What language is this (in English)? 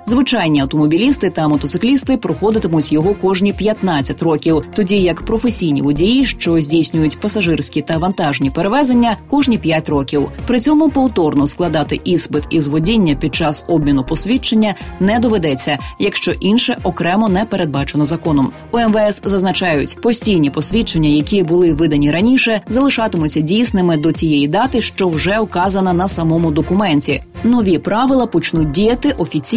Ukrainian